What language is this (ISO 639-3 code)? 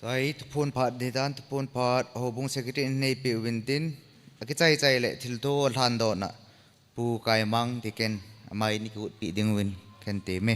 tcz